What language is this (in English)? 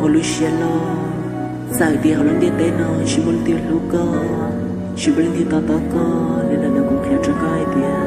Hmong